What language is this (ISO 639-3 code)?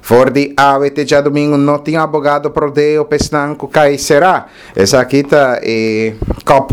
pap